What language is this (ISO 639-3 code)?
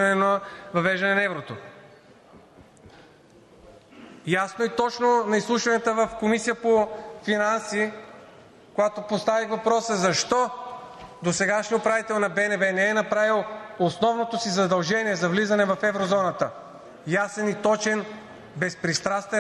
bul